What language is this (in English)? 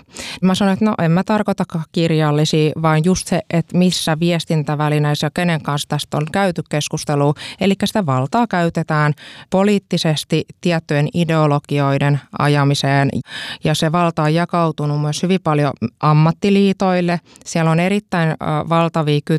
Finnish